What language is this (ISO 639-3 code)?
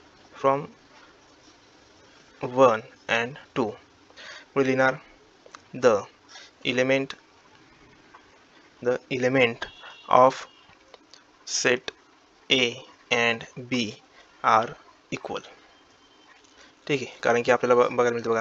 mar